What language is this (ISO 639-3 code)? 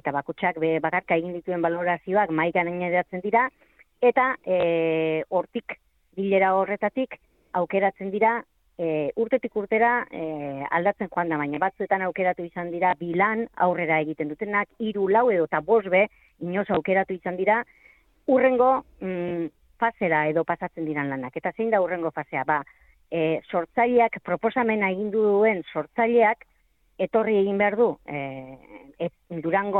eus